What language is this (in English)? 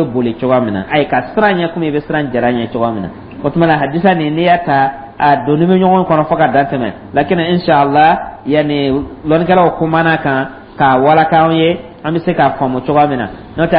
Dyula